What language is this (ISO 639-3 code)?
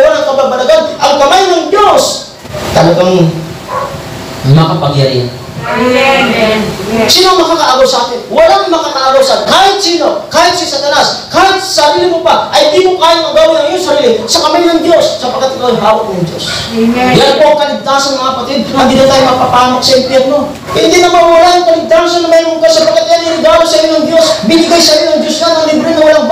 fil